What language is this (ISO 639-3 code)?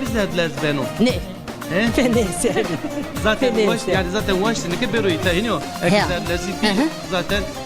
zza